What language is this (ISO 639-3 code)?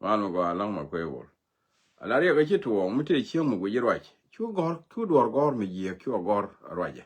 nus